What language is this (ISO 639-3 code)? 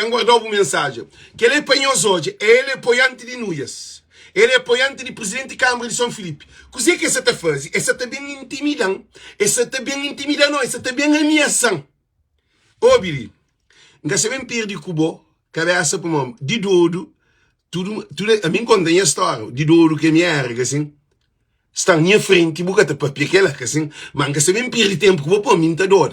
kea